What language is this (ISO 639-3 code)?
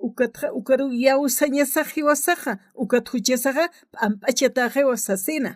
aym